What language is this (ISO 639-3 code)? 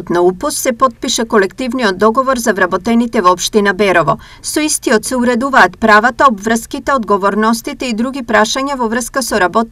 mkd